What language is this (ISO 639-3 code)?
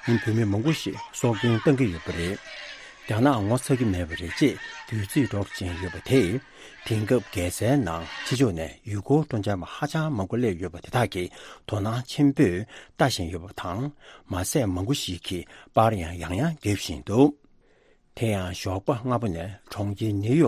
bod